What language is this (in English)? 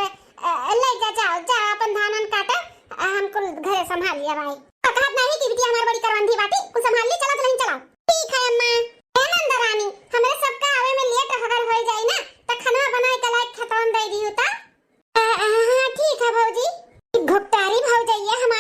Awadhi